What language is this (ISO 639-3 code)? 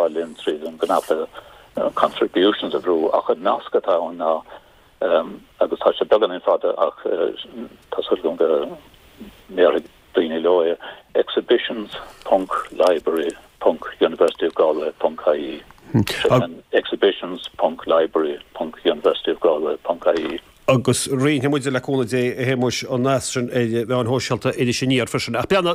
gle